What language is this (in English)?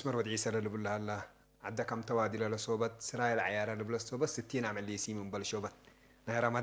Tigre